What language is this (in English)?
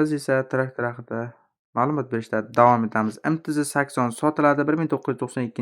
Uzbek